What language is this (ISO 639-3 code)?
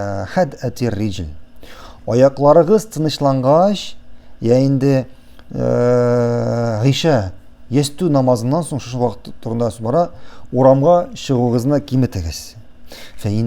tat